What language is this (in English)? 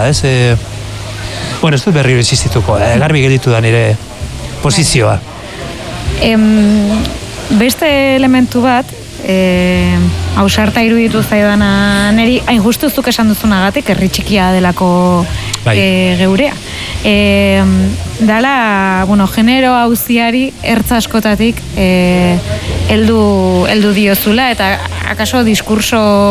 Basque